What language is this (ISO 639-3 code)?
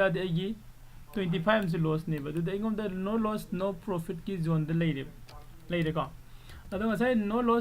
mni